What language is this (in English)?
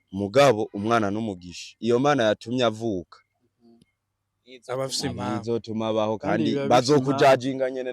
Rundi